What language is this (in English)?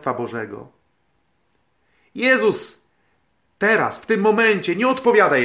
Polish